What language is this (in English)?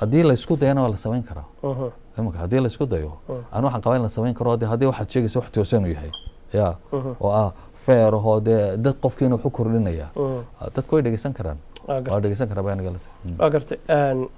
Somali